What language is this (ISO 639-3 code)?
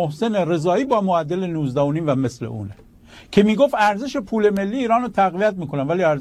fas